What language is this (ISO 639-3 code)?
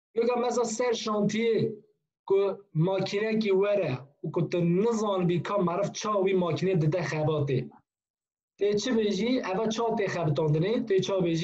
kur